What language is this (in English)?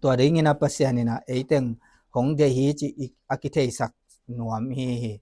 Tedim Chin